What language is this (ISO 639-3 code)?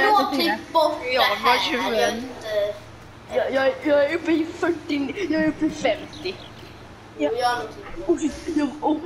swe